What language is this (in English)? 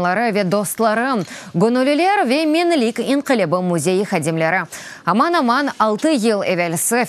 Crimean Tatar